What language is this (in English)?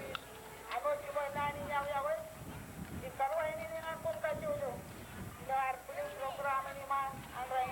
Marshallese